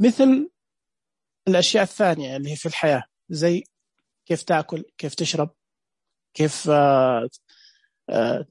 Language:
Najdi Arabic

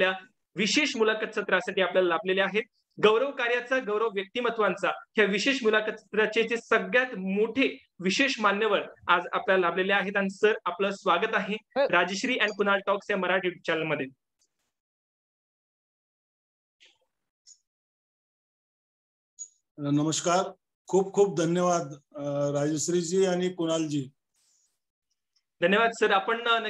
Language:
Marathi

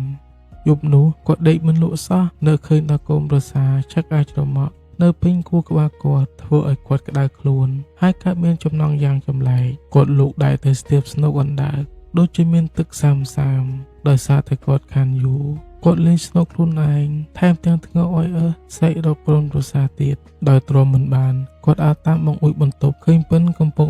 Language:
Khmer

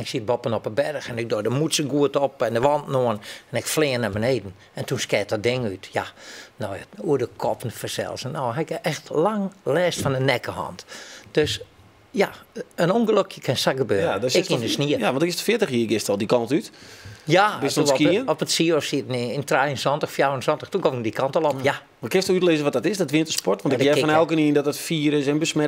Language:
Western Frisian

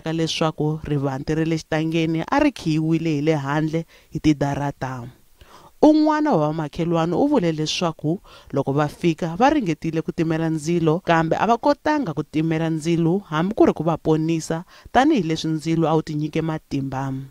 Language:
Tsonga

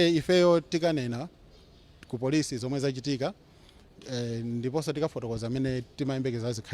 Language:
Nyanja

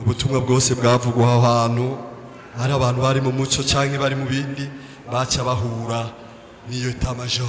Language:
Rundi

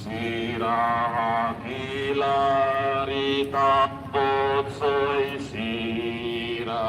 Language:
Tetum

